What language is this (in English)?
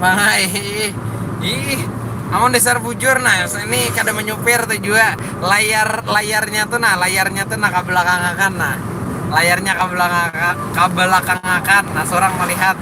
Banjar